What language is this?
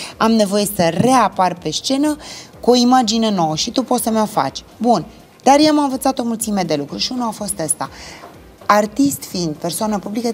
Romanian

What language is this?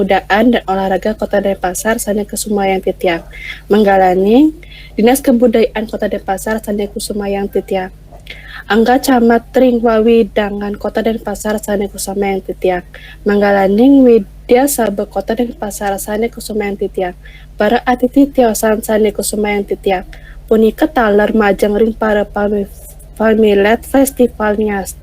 Balinese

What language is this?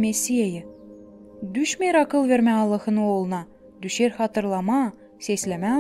Gagauz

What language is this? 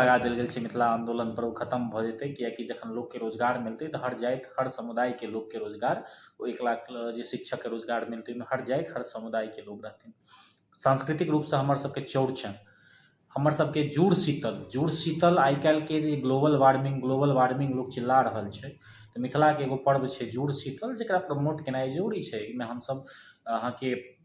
Maithili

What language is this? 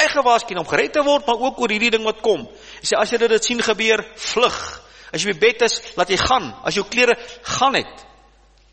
Afrikaans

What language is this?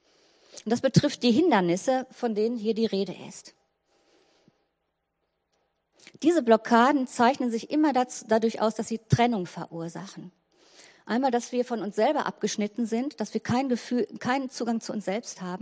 German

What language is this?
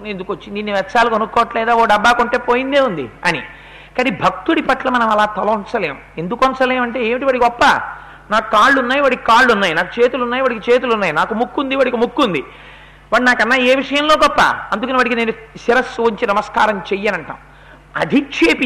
Telugu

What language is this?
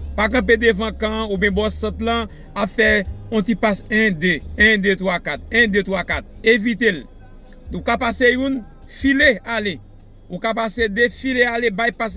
Haitian Creole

